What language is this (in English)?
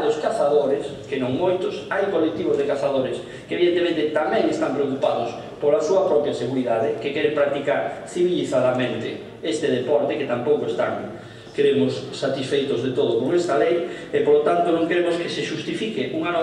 Galician